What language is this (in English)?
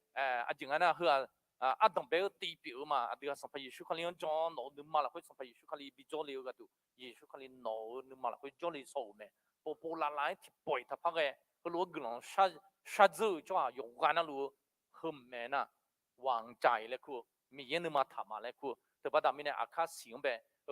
Akha